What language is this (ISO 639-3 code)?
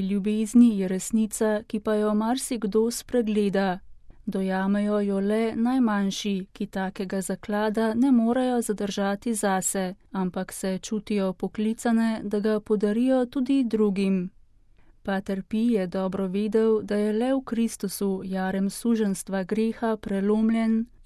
slv